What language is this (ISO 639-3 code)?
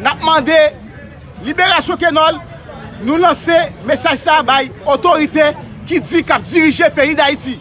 hat